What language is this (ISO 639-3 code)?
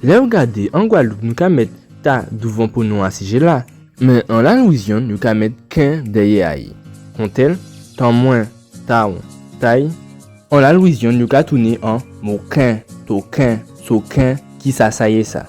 gcf